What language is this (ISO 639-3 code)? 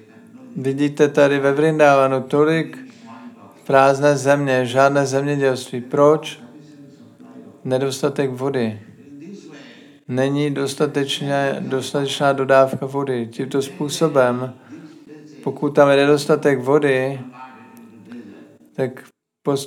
ces